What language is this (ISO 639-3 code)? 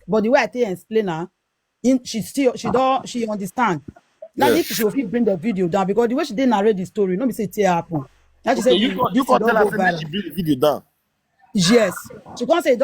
pcm